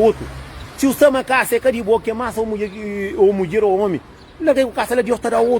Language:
Kabuverdianu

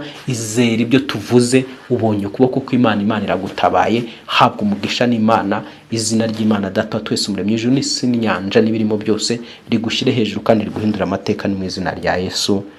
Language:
Kinyarwanda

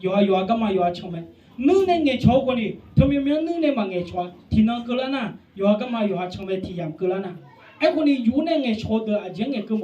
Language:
Akha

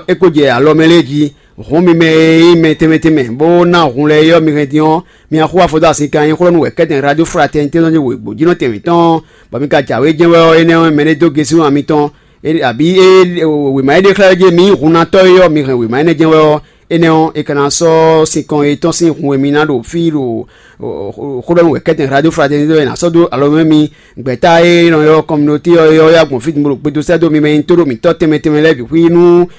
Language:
Fon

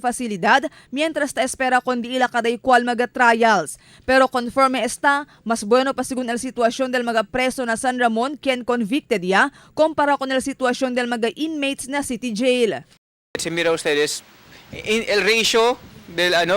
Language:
Chavacano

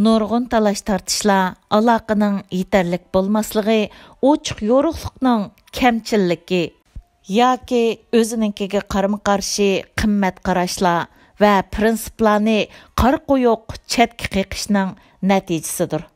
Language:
Uyghur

